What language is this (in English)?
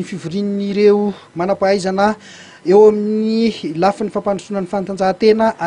Malagasy